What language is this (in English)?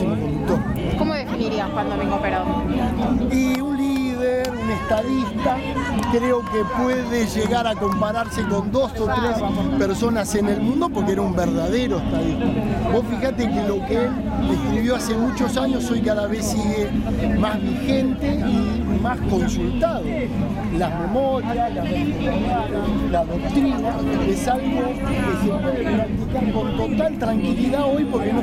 Spanish